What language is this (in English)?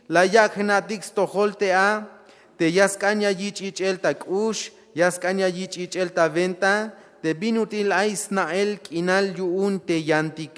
Tzeltal